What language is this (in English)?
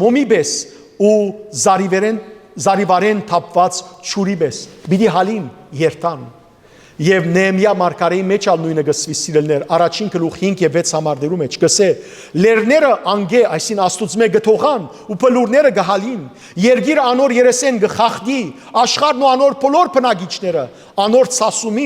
Western Armenian